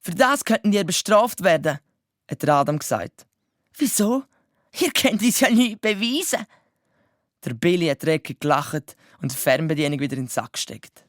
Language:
Swiss German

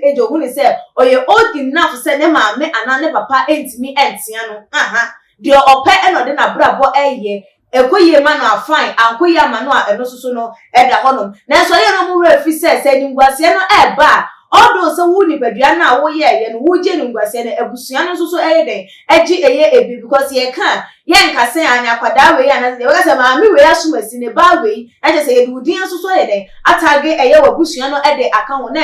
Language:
Akan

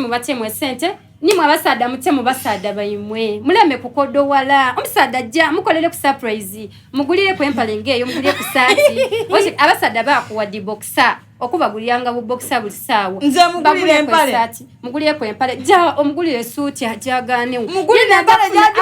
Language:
Soga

